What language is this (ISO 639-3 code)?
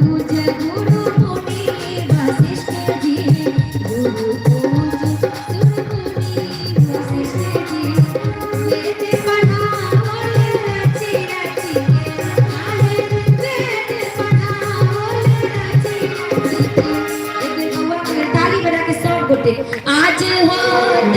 mai